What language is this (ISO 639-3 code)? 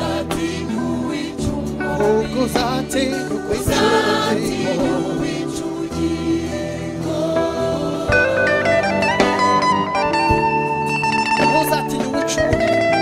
kin